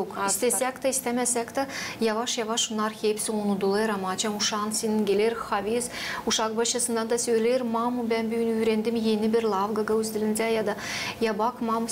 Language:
Gagauz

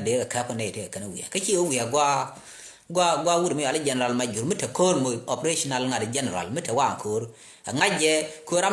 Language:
Nuer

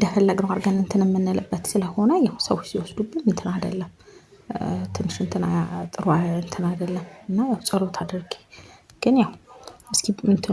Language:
Amharic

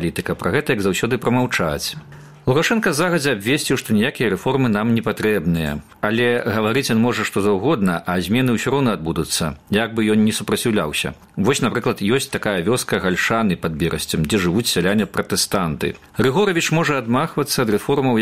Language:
Belarusian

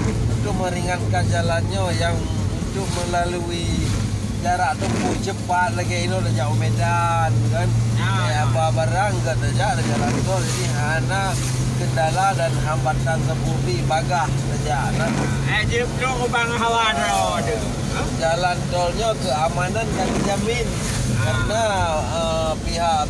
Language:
Achinese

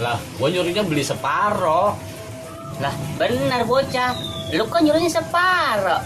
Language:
Betawi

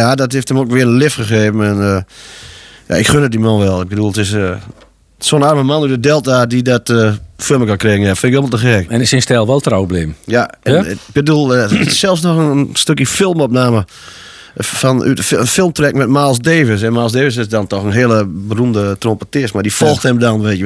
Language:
Dutch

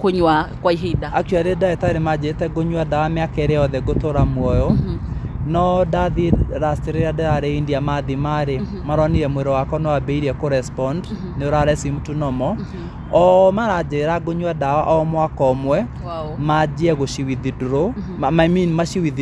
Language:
Kikuyu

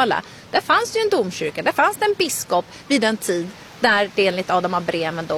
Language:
Swedish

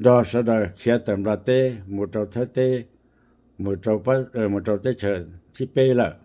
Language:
Hmong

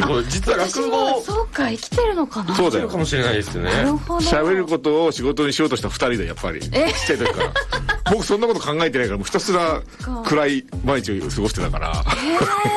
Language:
Japanese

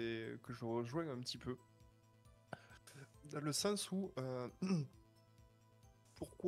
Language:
French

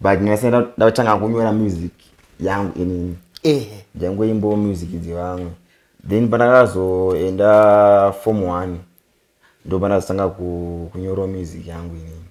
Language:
Shona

